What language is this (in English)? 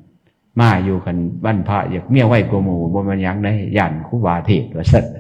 Northeastern Thai